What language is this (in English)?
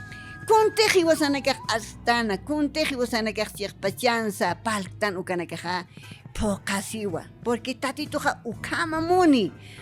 Aymara